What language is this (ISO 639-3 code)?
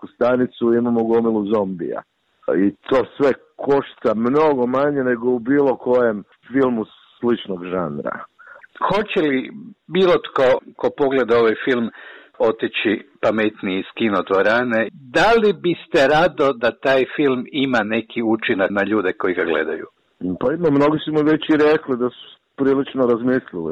bos